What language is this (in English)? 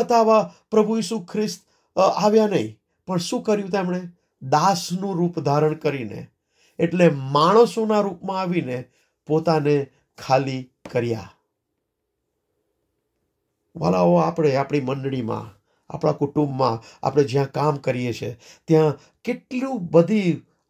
Gujarati